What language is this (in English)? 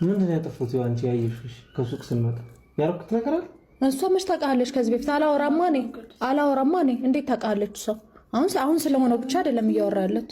Amharic